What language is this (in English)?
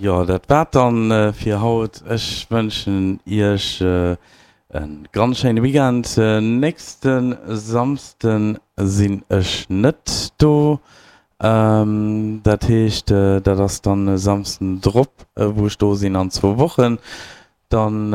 Luxembourgish